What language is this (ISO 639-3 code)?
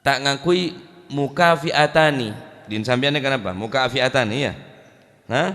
mad